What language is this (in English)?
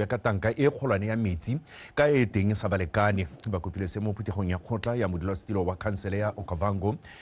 Tswana